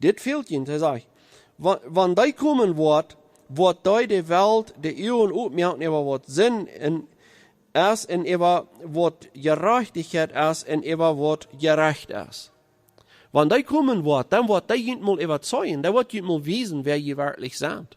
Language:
Plautdietsch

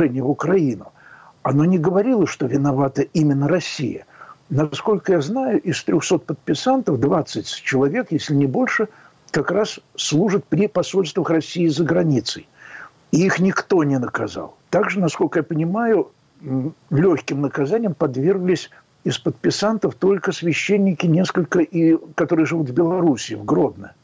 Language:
Russian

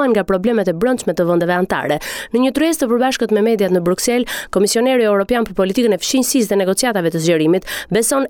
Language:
Albanian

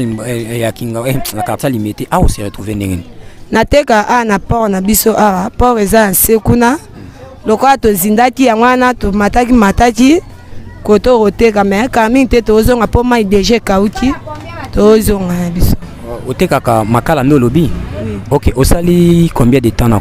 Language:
Lingala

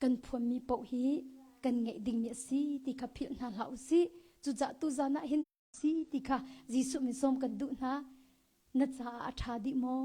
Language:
Hakha Chin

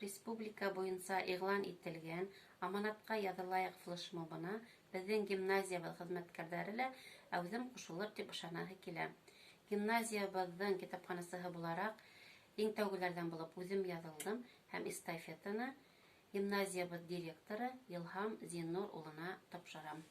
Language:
Bashkir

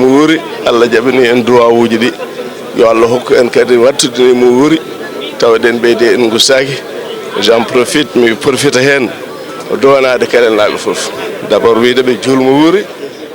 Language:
Fula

